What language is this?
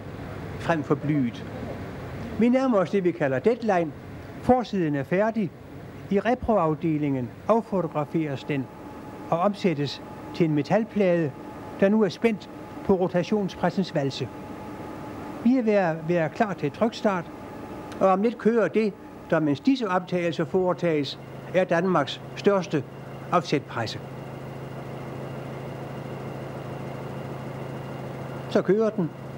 Danish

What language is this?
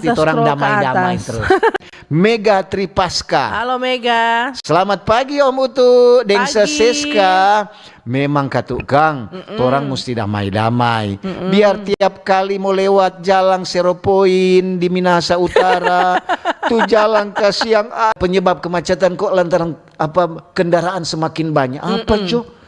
Manado Malay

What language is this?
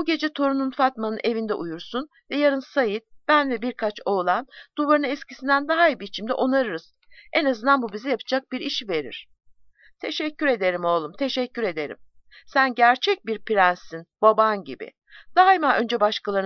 Turkish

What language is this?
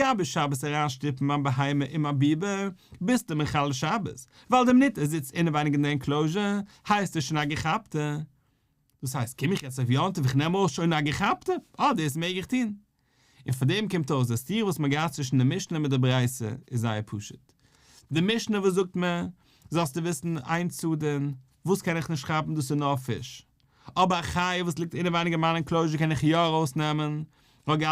Yiddish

